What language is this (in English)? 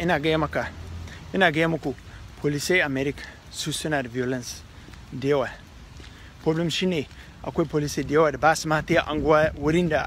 Hausa